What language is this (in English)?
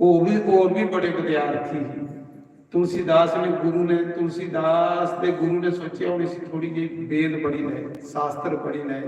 Dogri